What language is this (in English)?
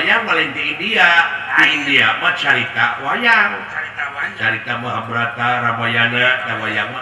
Sundanese